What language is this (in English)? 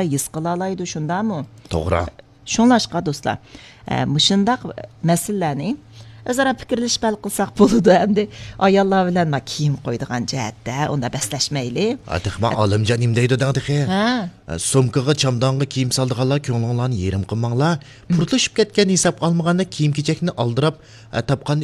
Uyghur